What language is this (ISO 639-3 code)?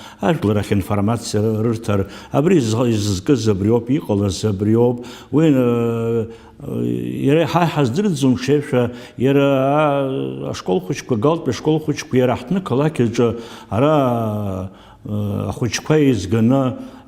abk